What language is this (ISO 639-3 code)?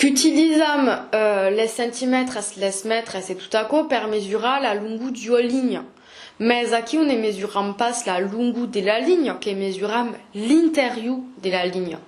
oci